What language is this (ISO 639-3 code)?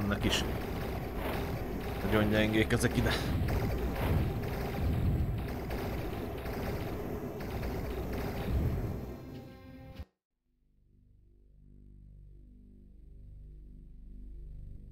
hun